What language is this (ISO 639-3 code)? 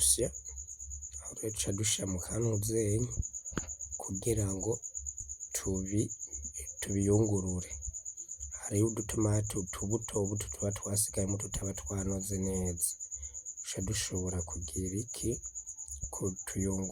run